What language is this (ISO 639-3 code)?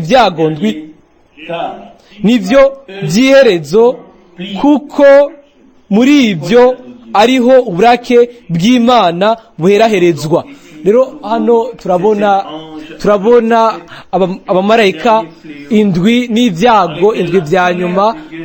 run